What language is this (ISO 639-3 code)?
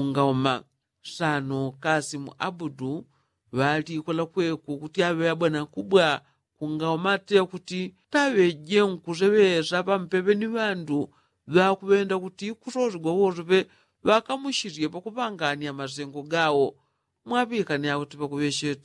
yao